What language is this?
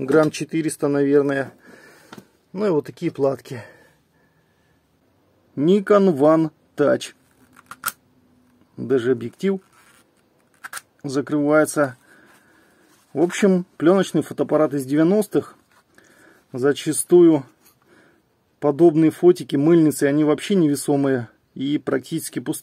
Russian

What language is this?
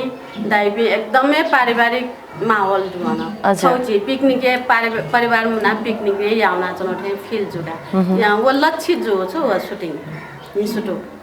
Newari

